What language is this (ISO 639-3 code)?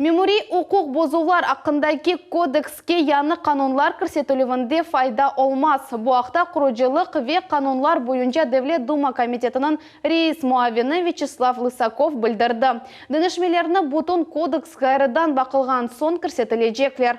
crh